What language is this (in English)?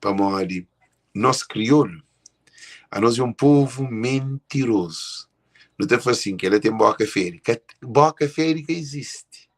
Kabuverdianu